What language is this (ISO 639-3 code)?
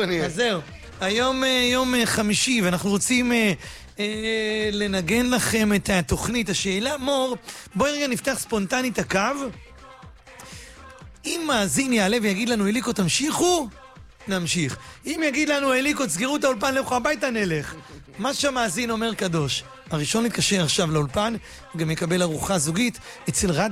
heb